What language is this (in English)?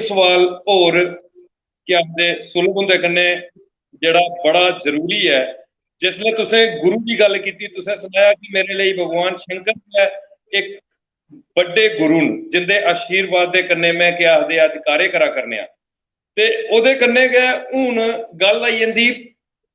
Dogri